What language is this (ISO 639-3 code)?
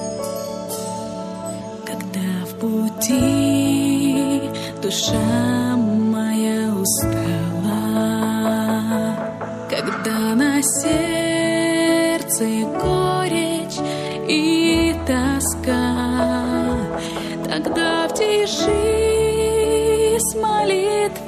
ukr